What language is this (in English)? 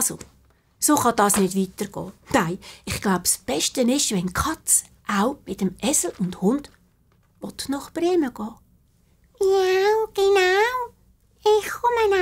Swiss German